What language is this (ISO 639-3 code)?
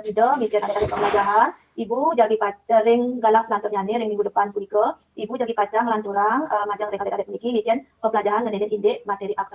ban